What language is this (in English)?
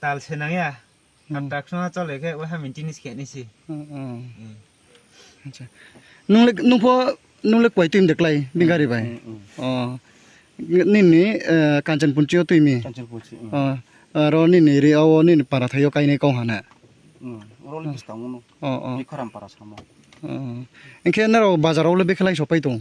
Riang (India)